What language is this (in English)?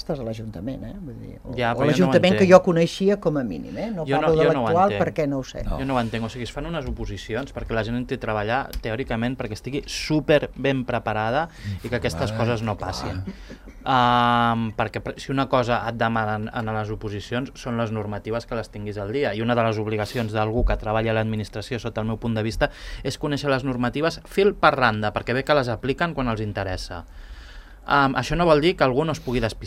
Catalan